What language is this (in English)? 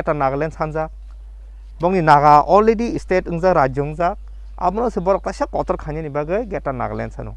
Kok Borok